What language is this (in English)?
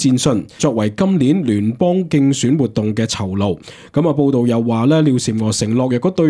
Cantonese